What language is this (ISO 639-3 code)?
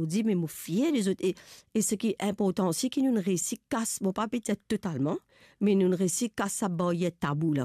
mfe